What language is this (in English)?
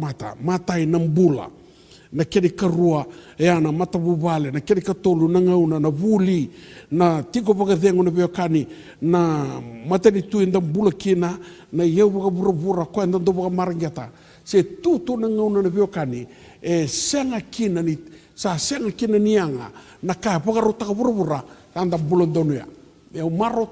Fijian